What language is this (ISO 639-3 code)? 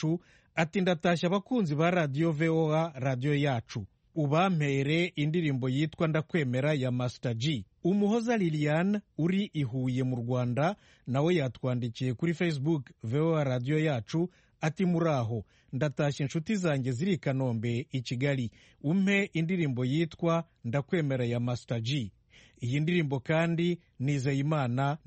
kin